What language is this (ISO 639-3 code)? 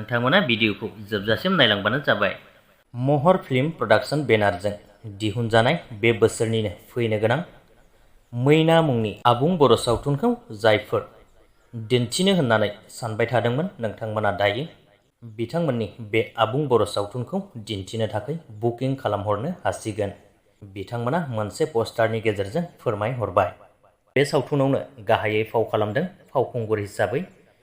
brx